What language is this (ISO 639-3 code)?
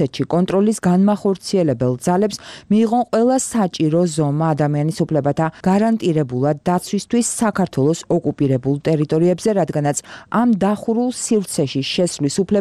kat